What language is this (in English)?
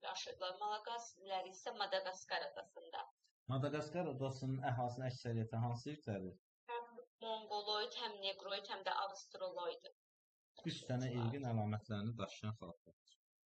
Azerbaijani